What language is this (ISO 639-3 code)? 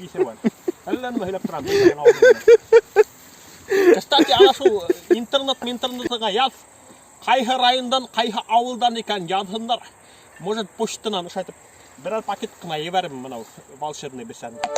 bak